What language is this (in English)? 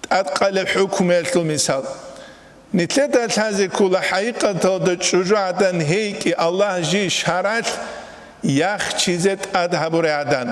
Avaric